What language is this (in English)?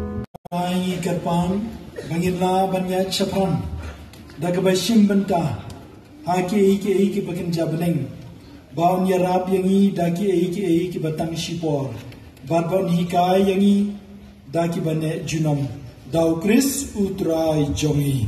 Khasi